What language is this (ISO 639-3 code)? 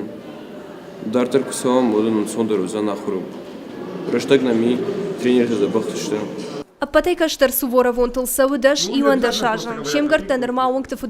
oss